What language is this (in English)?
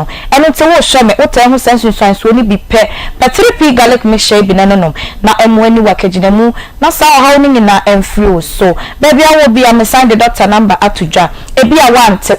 Akan